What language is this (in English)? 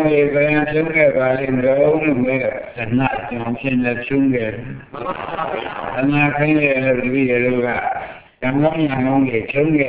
Burmese